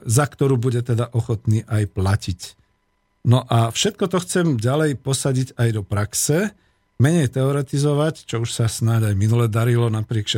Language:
Slovak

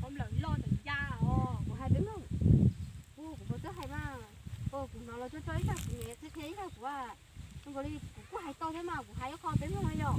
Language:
Hmong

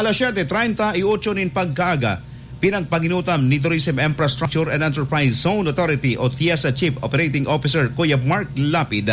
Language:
Bikol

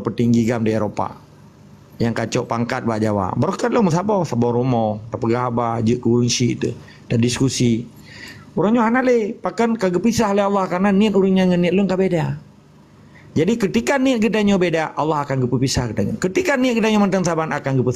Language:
Achinese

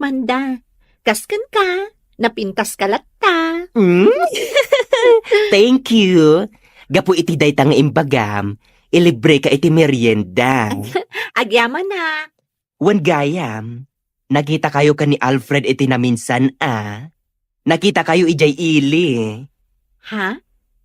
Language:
Iloko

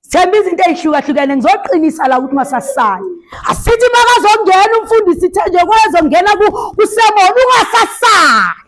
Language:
Zulu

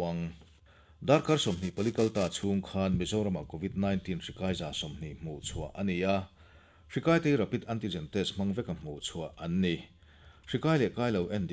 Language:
Mizo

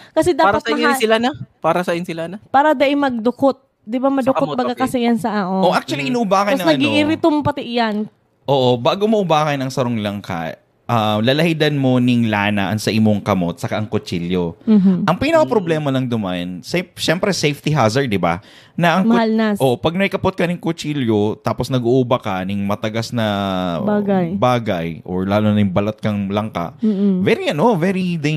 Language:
Bikol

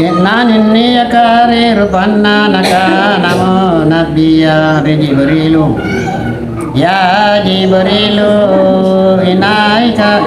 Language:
Makasar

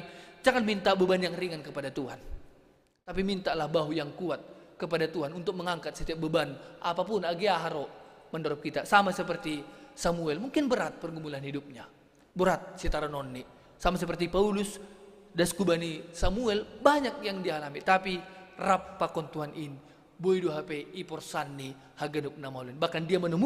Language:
Batak Simalungun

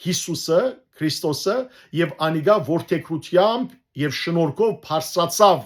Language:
Western Armenian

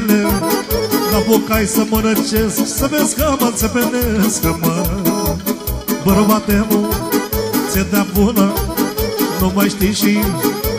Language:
Romanian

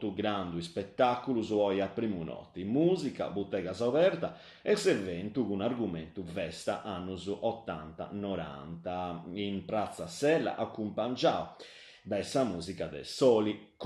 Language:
Sardinian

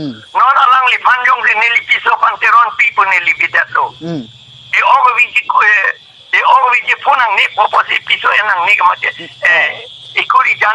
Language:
Karbi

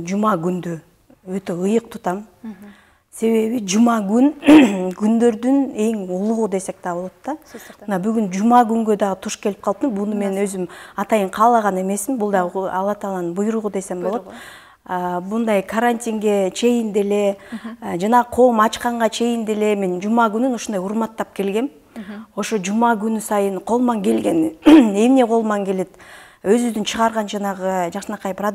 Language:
Kyrgyz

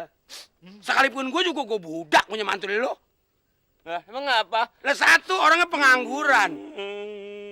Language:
Betawi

